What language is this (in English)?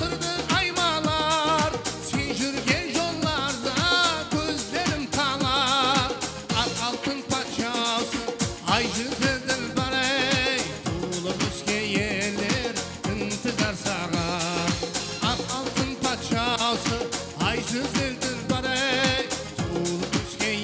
Kara-Kalpak